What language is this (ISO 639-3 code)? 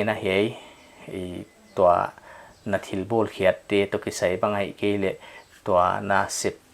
pck